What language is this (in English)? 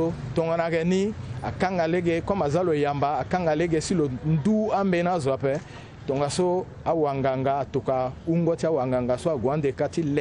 Sango